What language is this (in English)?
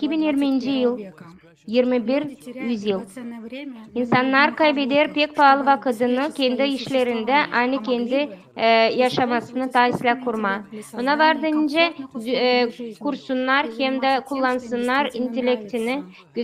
Gagauz